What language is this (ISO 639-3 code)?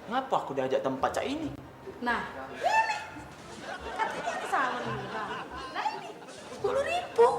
mui